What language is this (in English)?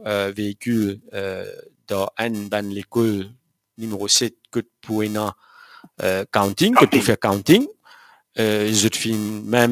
Morisyen